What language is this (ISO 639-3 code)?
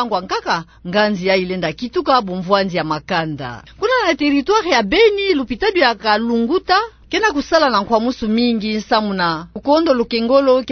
ktu